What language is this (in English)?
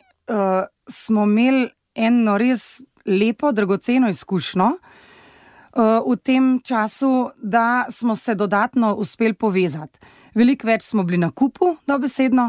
Slovenian